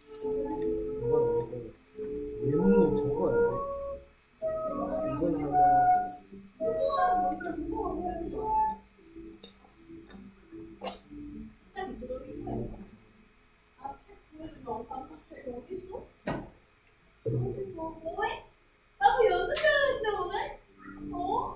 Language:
Korean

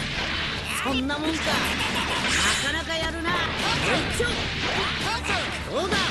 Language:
Japanese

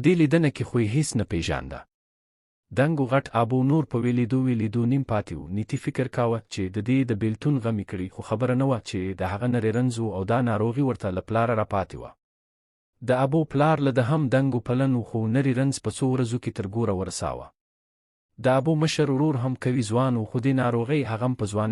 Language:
Pashto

